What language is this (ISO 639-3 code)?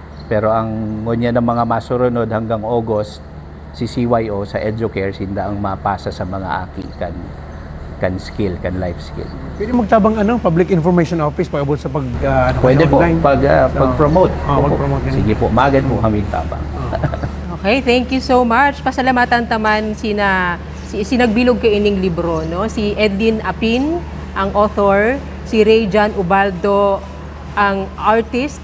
bik